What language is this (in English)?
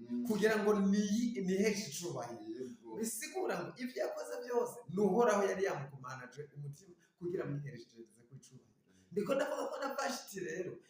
Rundi